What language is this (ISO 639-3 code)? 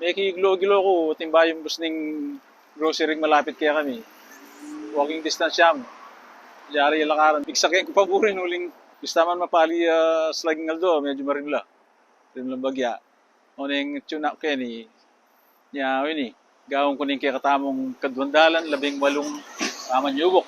pam